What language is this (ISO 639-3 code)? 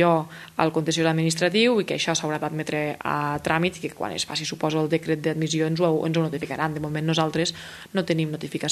cat